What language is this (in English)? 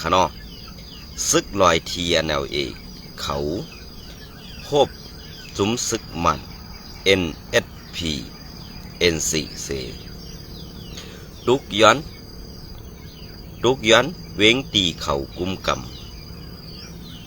Shan